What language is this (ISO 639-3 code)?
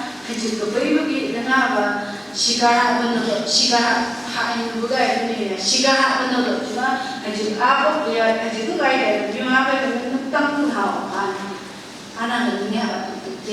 nph